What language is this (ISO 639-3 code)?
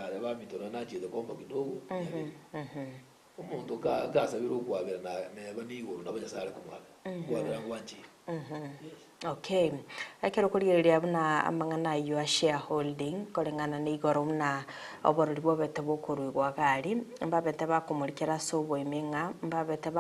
guz